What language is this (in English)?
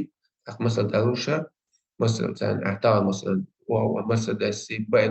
Chechen